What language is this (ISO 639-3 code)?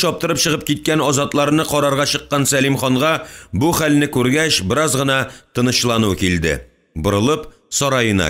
tat